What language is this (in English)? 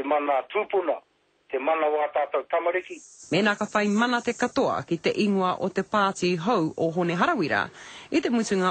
Māori